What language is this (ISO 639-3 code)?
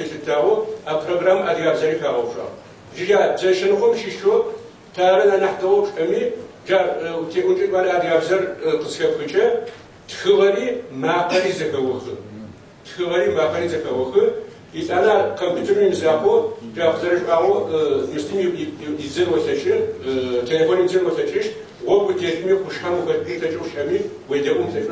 kbd